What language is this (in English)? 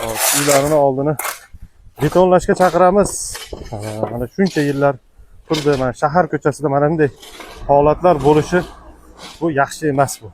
Uzbek